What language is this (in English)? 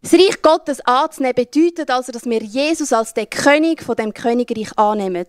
Swiss German